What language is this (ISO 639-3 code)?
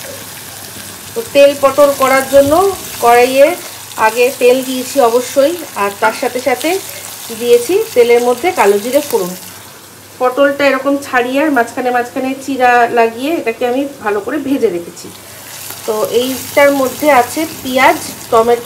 ben